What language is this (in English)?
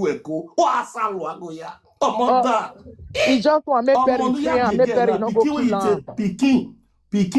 Nigerian Pidgin